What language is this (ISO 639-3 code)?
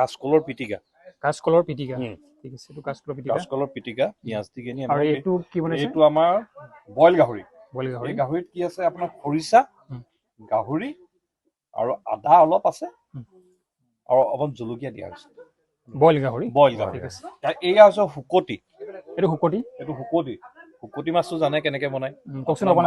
asm